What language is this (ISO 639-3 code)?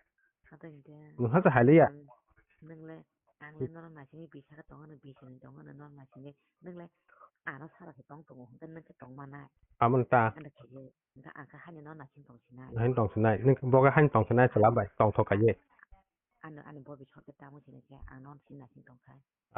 trp